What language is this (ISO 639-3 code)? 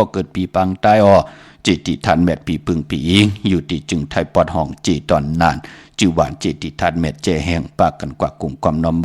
shn